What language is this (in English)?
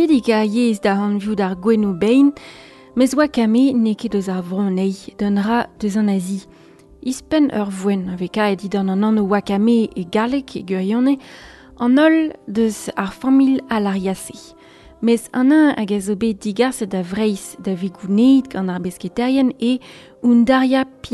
Breton